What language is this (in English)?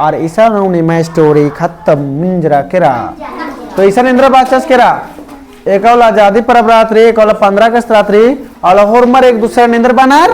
Kurukh